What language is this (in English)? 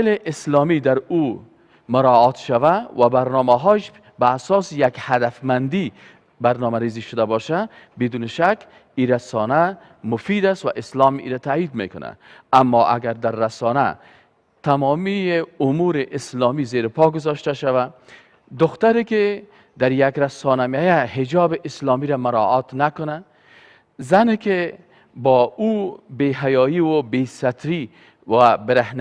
Persian